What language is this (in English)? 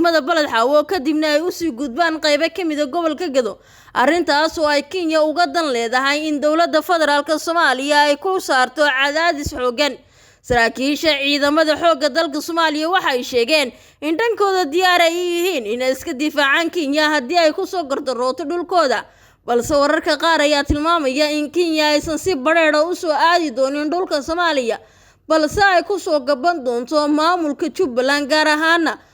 Somali